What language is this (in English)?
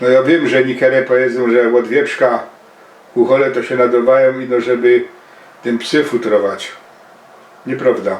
Silesian